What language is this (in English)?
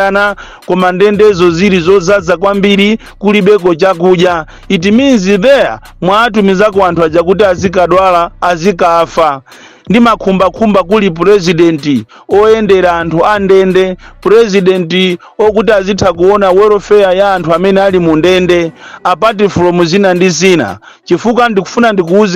Nyanja